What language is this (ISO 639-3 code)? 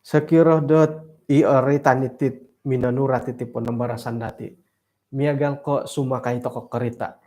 dtp